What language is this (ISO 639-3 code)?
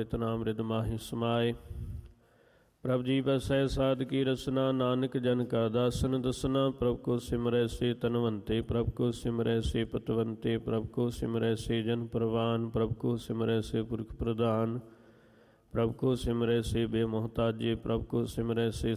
pan